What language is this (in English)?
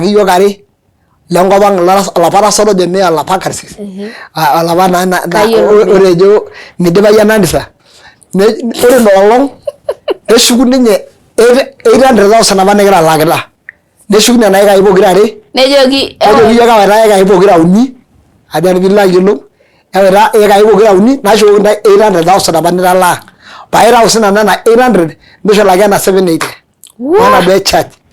Masai